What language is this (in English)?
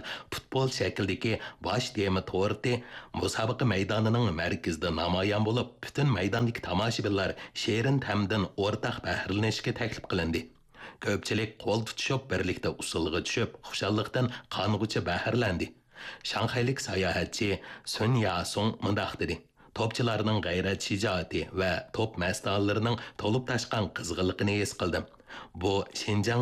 Uyghur